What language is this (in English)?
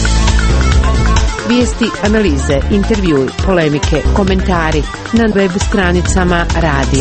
Croatian